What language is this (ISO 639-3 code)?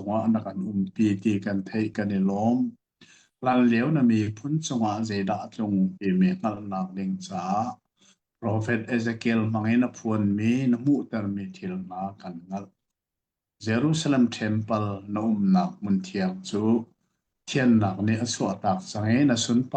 cnh